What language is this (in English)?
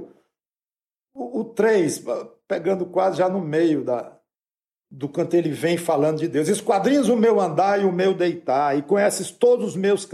Portuguese